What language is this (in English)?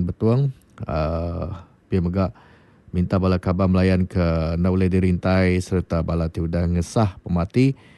Iban